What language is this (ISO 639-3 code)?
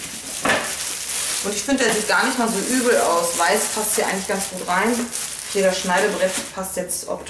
deu